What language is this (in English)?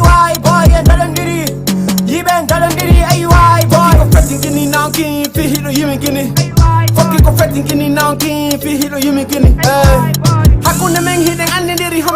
Fula